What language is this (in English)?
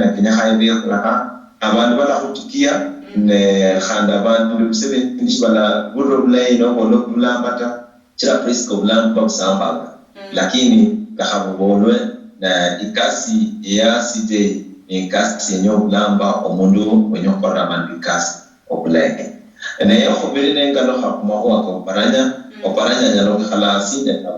Luyia